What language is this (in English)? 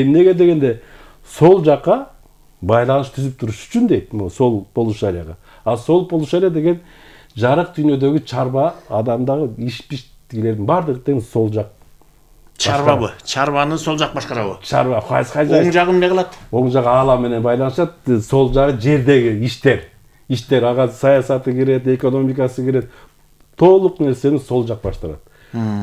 Kyrgyz